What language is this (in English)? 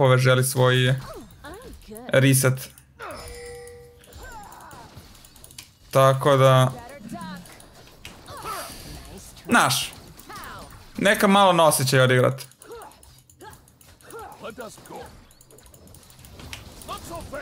Croatian